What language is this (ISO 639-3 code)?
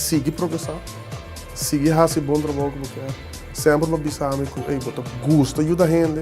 pap